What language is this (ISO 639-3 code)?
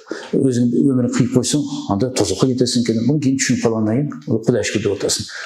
kir